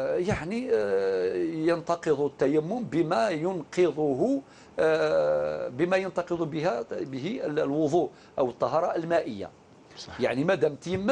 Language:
Algerian Arabic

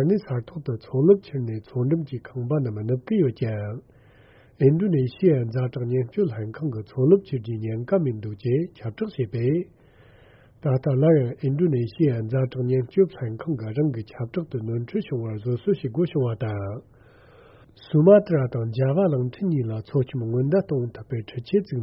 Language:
Tibetan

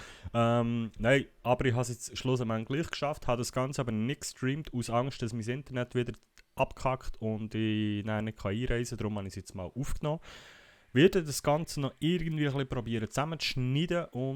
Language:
Swiss German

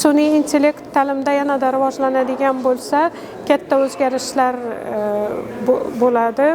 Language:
Uzbek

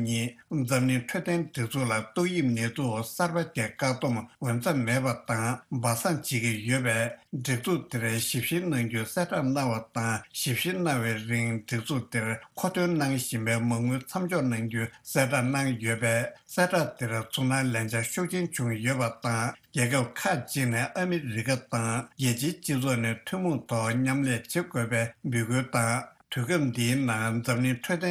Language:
Tibetan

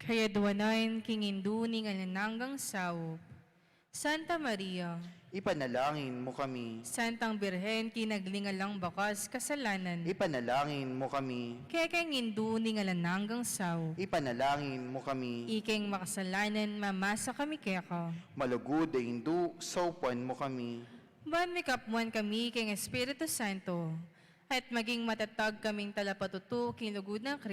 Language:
Pampanga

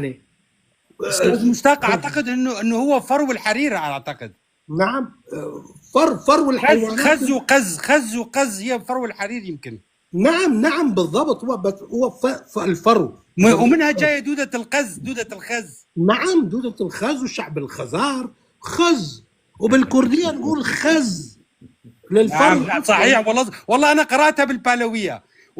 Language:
North Levantine Arabic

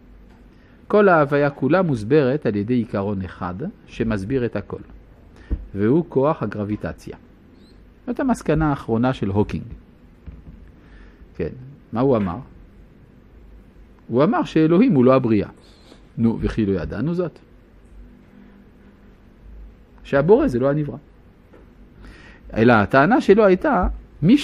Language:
Hebrew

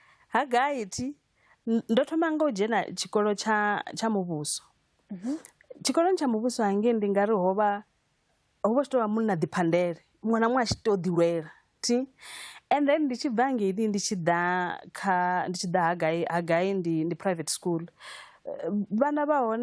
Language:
Venda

